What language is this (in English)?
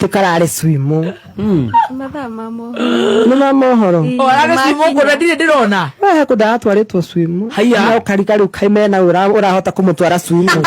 Kikuyu